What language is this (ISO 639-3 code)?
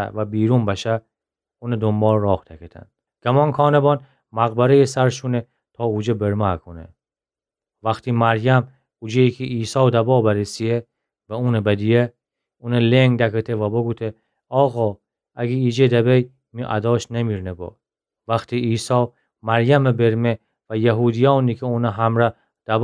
glk